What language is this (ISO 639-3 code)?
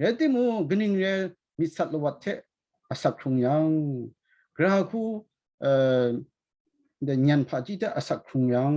kac